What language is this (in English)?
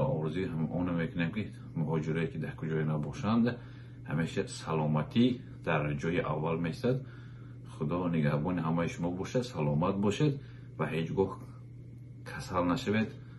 Tajik